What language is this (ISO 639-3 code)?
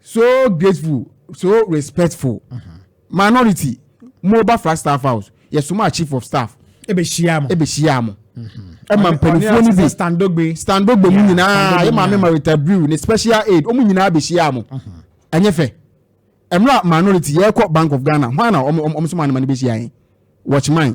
aka